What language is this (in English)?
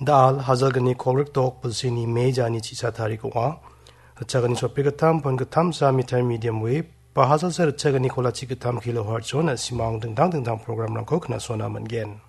Garo